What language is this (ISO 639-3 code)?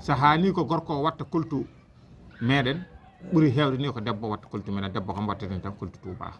ful